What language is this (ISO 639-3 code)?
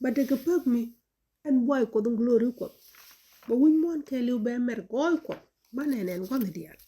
nus